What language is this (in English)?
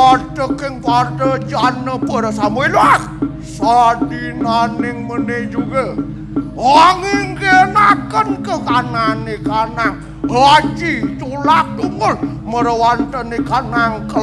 Balinese